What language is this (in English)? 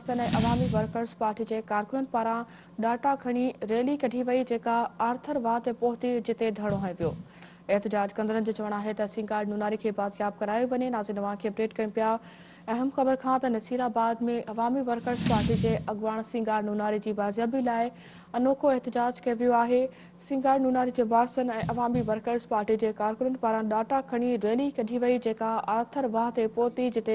Sindhi